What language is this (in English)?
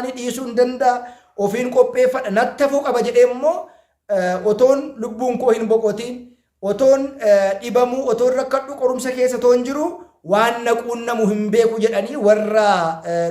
Oromo